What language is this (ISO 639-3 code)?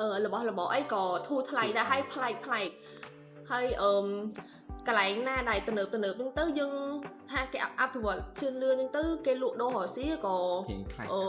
khm